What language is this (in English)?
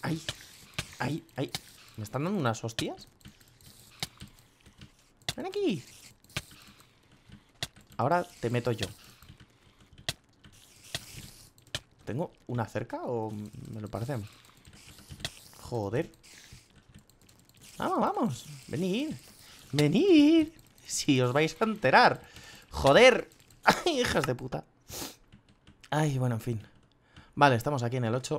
Spanish